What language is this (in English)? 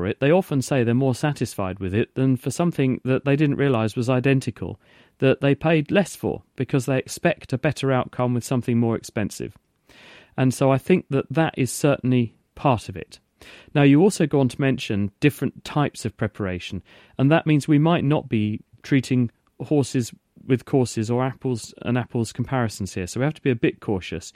English